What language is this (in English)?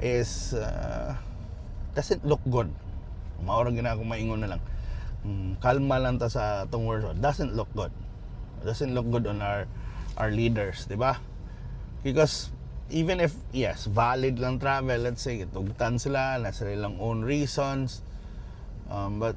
Cebuano